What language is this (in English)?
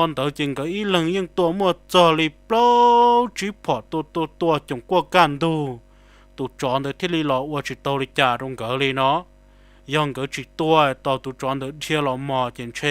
Hmong